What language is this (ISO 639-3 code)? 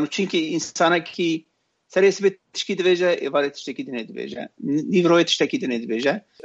kur